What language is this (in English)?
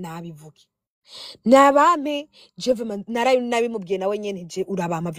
Rundi